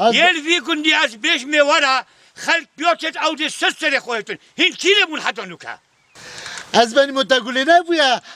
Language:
Kurdish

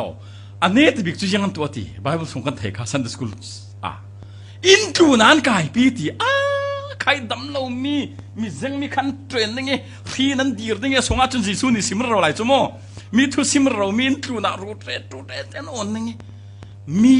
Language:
Falam Chin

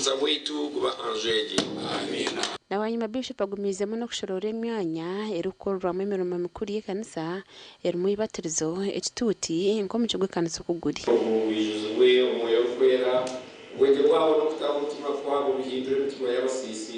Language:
Nyankole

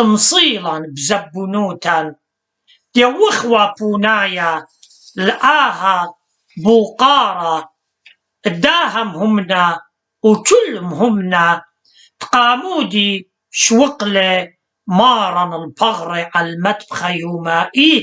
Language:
Assyrian Neo-Aramaic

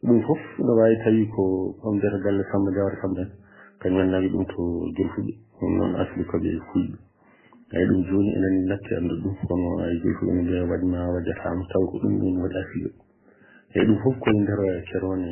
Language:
Fula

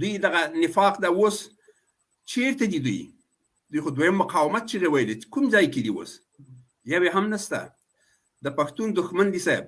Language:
Pashto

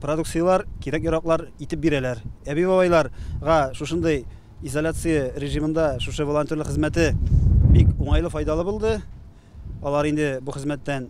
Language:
Tatar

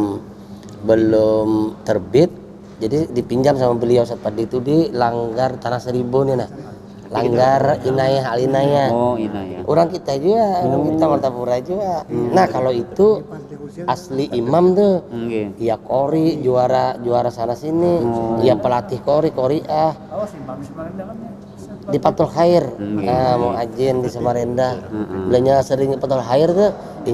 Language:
Banjar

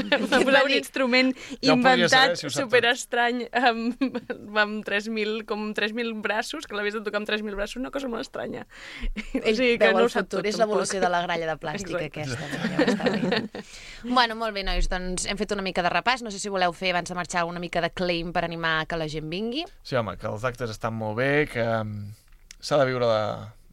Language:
Catalan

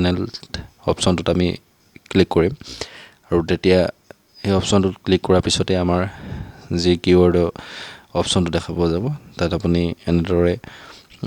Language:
Assamese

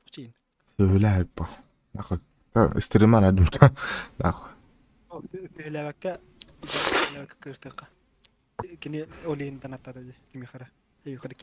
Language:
Yakut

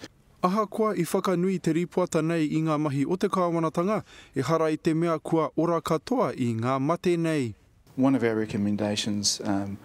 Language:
Māori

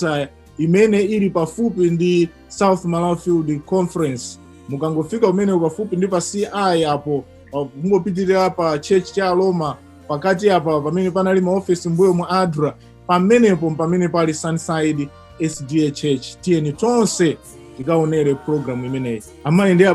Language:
Nyanja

